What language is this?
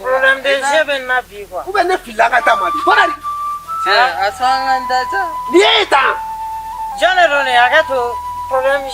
Bambara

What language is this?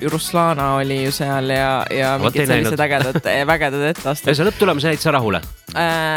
Estonian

